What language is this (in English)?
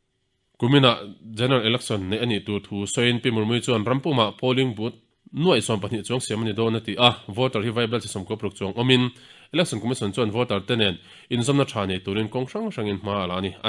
Mizo